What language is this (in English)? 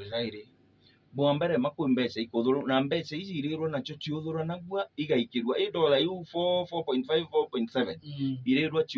Meru